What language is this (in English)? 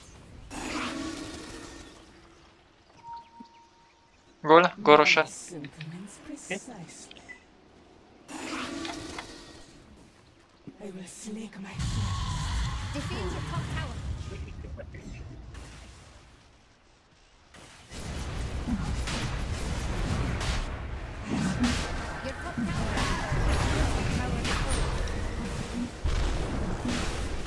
Malay